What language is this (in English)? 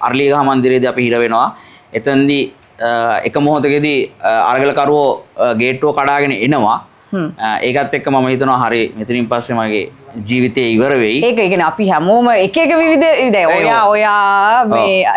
Sinhala